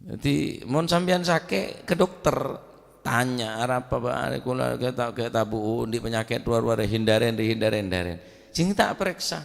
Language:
Madurese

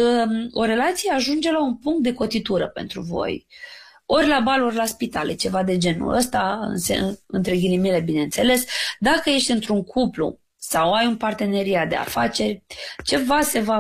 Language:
Romanian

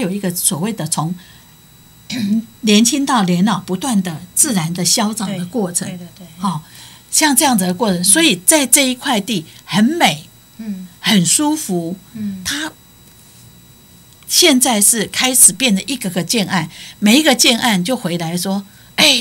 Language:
Min Nan Chinese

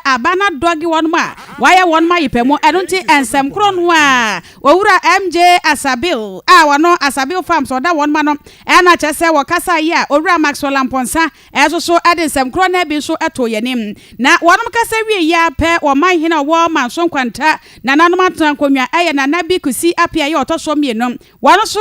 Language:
Akan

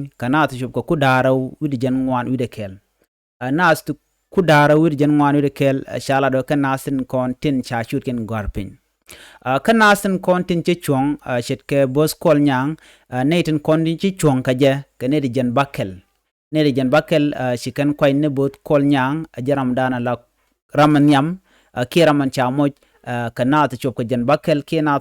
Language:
Nuer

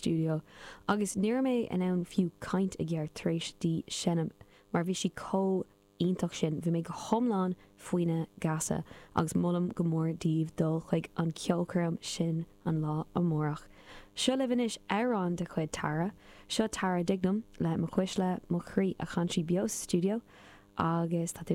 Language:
Irish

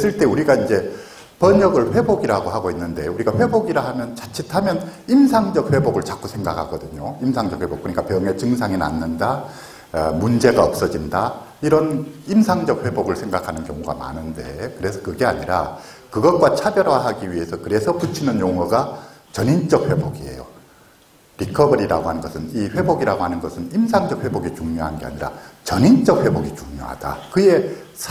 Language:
Korean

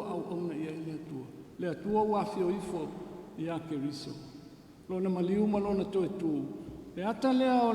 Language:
Samoan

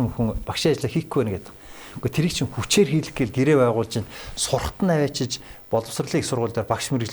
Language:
Mongolian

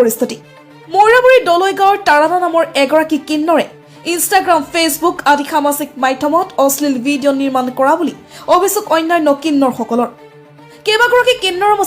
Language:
Assamese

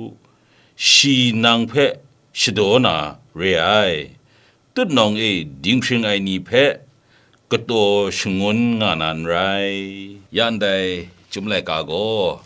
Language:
Kachin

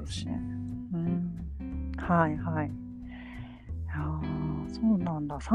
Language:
Japanese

